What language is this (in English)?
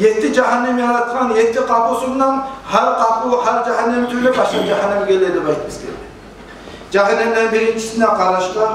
Kumyk